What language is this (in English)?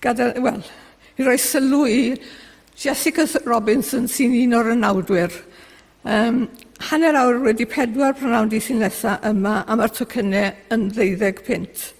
Welsh